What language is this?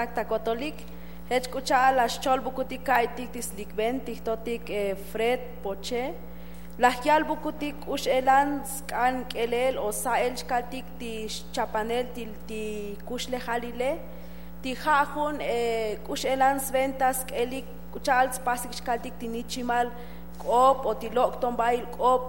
Tzotzil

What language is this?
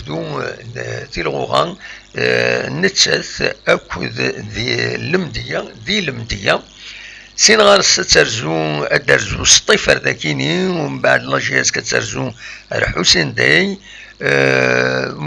Kabyle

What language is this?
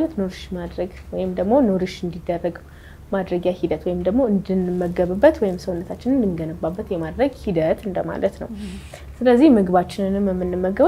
Amharic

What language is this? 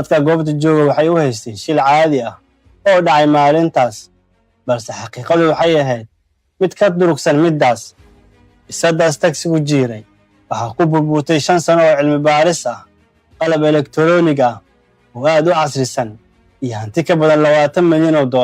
Somali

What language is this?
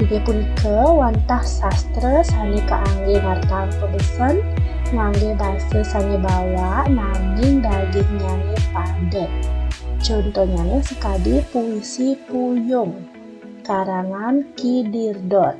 Balinese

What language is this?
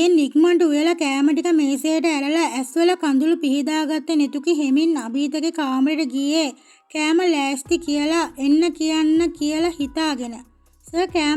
Sinhala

